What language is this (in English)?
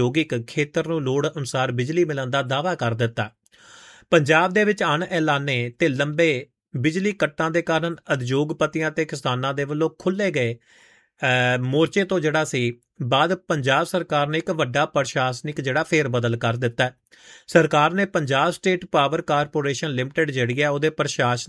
Punjabi